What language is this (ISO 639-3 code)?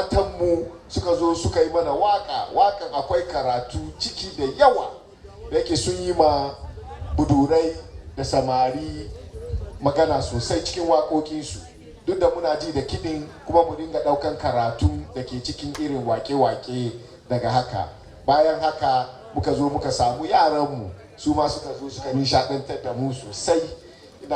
hau